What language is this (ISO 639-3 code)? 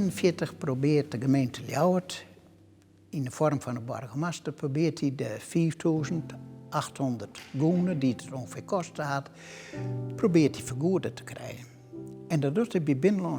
fry